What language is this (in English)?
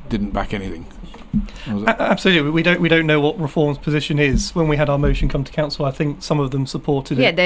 English